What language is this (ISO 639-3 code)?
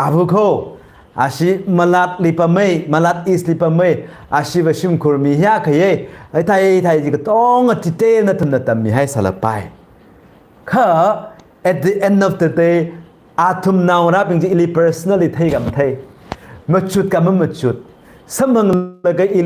nmf